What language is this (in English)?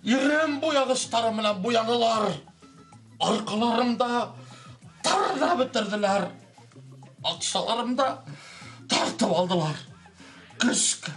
Bashkir